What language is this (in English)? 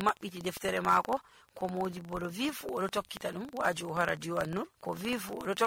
Nigerian Fulfulde